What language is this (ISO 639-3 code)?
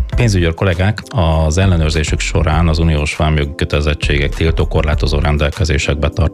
hun